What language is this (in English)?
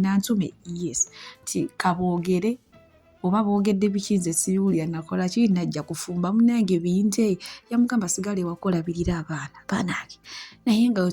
Ganda